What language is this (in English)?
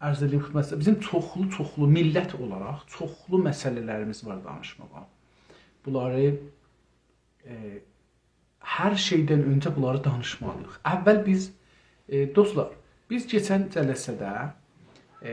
South Azerbaijani